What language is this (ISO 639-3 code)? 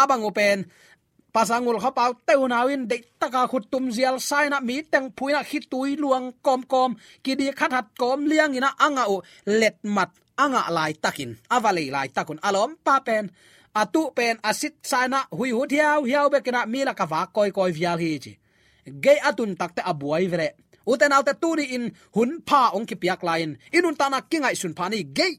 ctd